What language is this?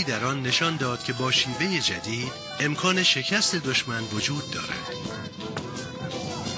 Persian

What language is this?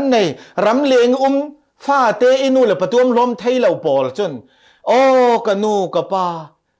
Falam Chin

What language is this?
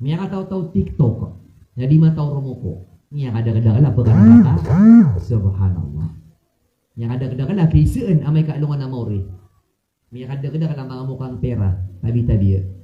Maranao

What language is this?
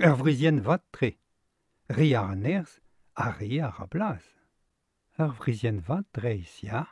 Breton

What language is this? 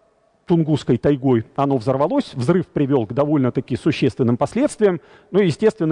Russian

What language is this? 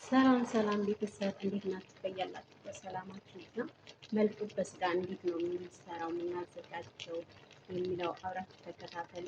Amharic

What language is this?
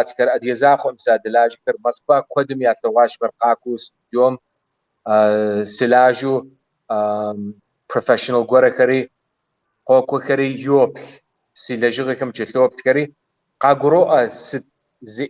Kabardian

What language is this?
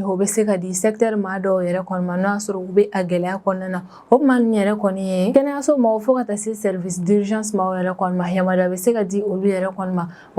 Bambara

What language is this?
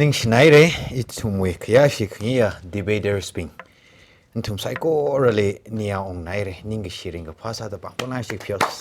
Tangkhul Naga (India)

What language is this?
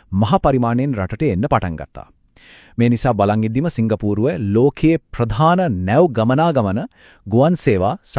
Sinhala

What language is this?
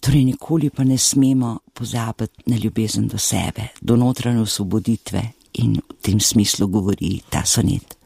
Slovenian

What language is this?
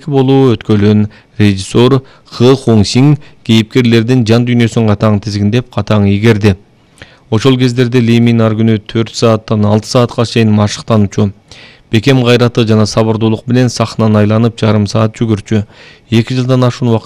Kyrgyz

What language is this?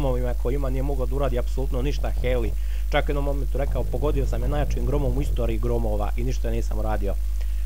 Serbian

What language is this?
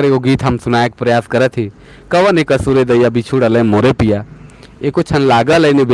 Sadri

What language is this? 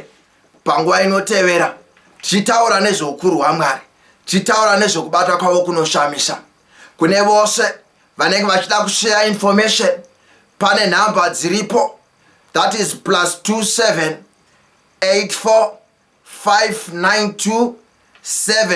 Shona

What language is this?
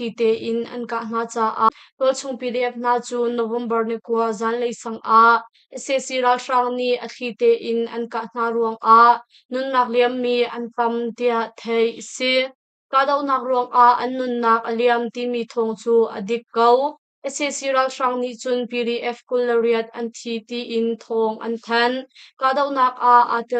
Hakha Chin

